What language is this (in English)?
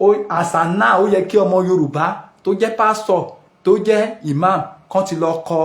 Yoruba